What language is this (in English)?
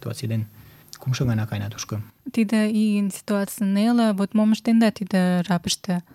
Mari